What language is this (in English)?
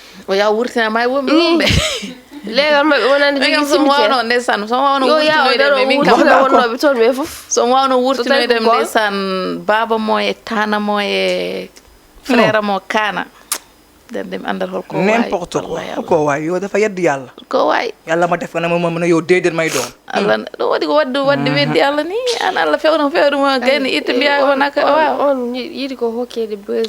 Fula